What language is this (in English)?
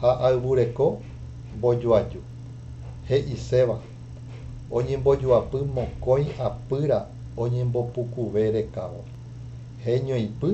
Guarani